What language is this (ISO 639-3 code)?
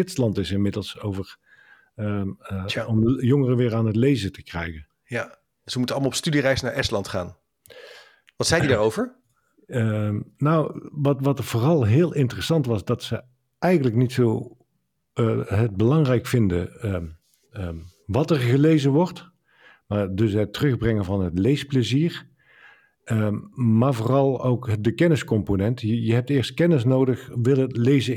nld